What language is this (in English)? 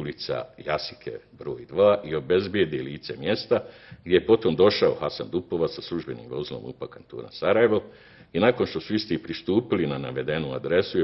Bosnian